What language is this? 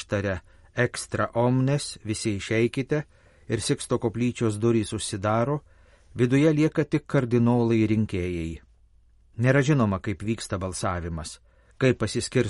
Lithuanian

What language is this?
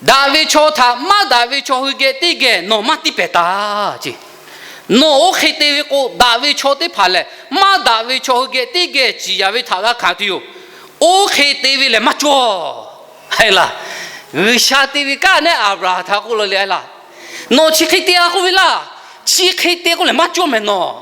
Lahu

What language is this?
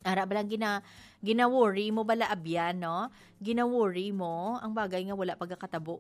Hiligaynon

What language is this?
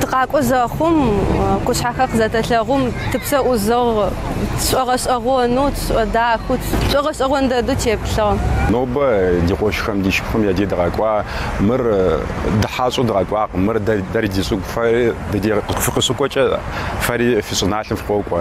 Kabardian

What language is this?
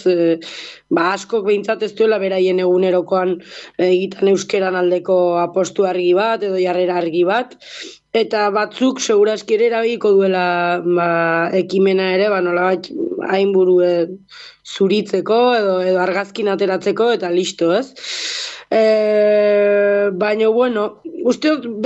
Basque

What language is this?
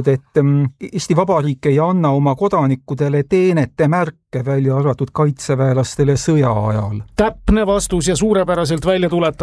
Estonian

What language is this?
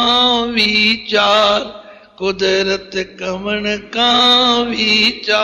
Punjabi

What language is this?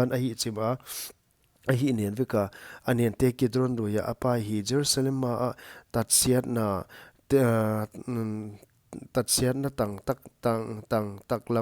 Paite Chin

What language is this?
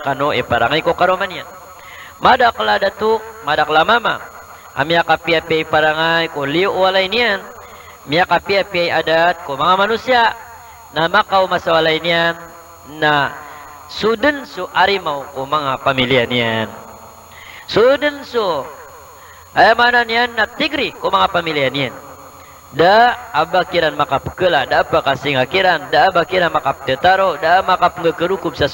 Maranao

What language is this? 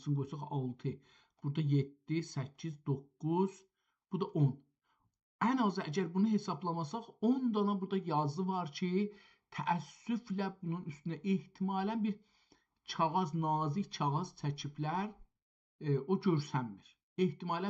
South Azerbaijani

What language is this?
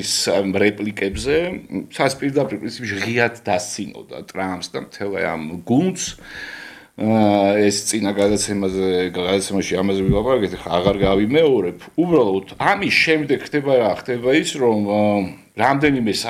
Georgian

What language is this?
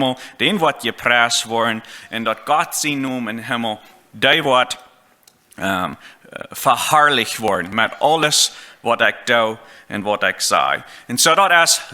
Plautdietsch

